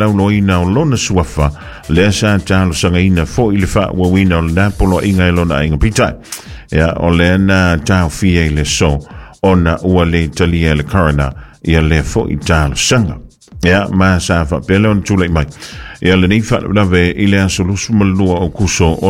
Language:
Samoan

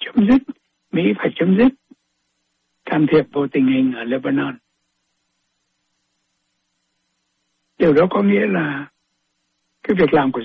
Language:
Vietnamese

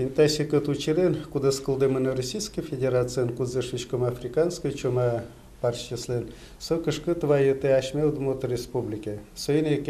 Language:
Udmurt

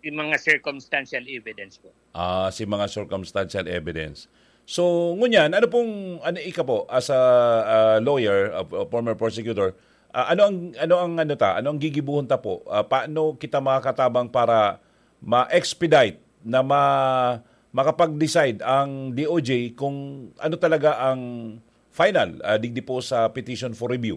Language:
Bikol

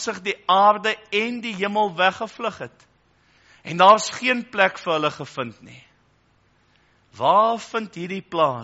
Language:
Afrikaans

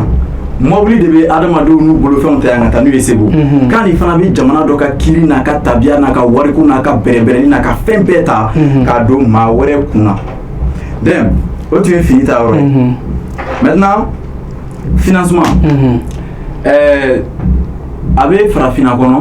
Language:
Bambara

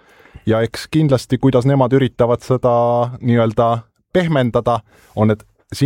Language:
Estonian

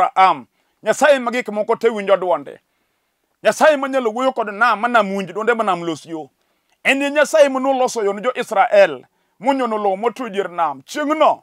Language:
Luo (Kenya and Tanzania)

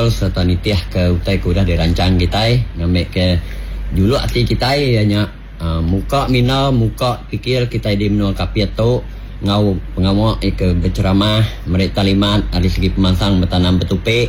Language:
Iban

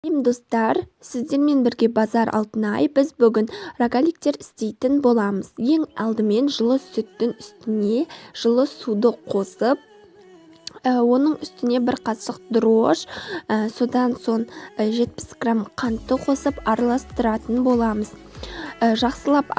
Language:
Kazakh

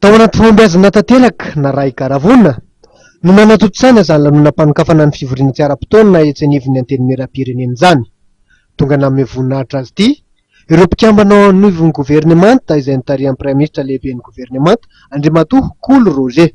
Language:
Malagasy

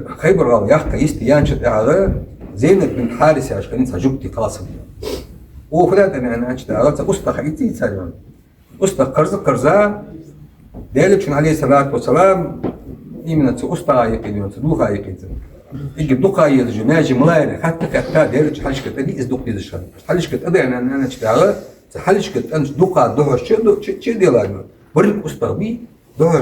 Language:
Ingush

